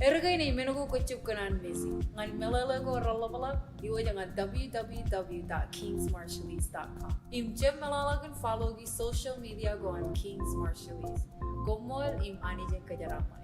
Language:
Marshallese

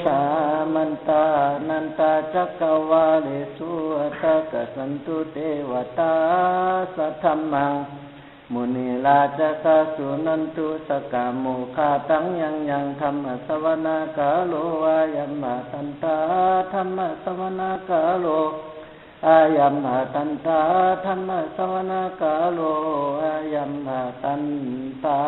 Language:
Pali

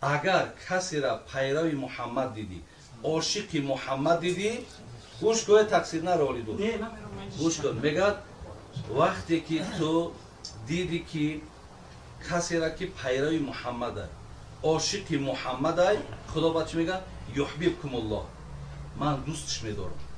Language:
Tajik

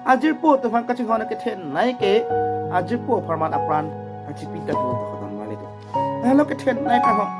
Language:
Karbi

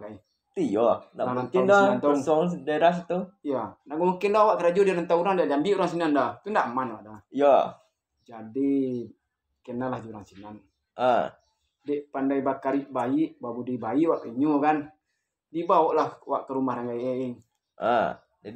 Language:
Minangkabau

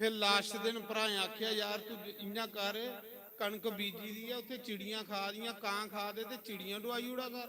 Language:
Dogri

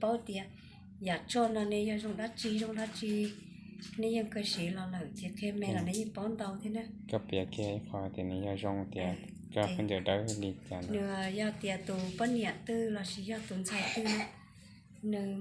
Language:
Hmong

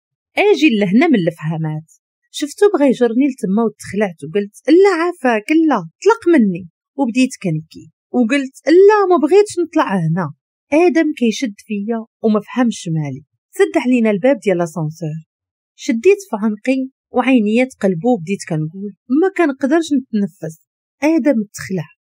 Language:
Moroccan Arabic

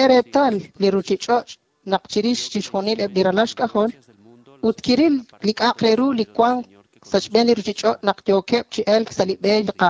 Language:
Kekchí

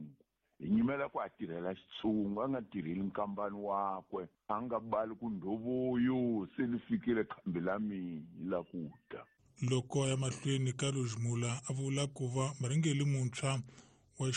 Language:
Tsonga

